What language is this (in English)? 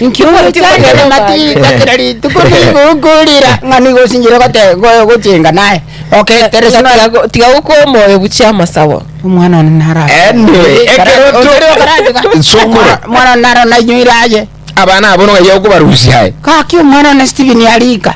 Gusii